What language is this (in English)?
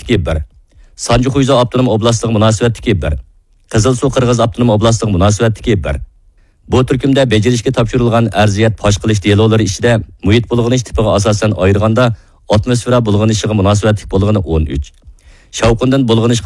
Uyghur